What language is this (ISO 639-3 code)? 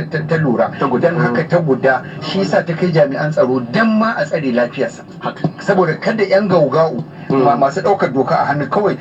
hau